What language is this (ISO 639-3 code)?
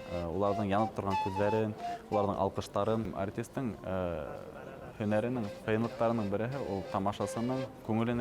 bak